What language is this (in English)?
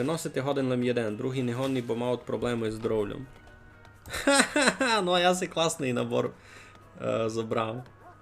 Rusyn